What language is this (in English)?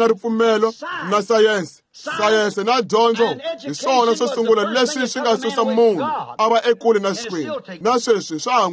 Tsonga